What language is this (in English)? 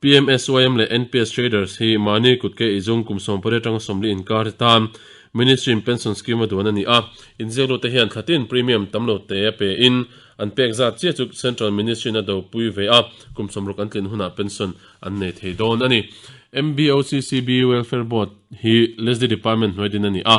Mizo